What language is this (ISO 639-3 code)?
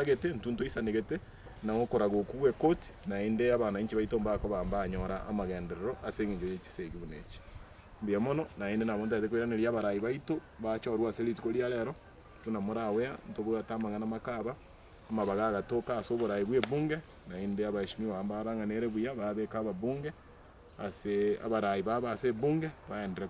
guz